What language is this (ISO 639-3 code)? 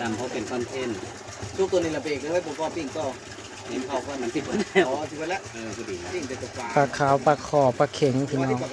tts